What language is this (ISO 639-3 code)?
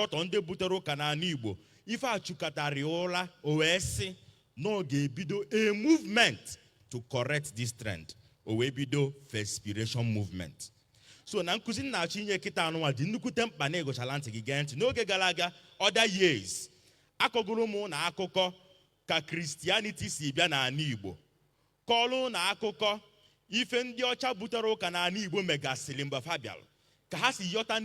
ibo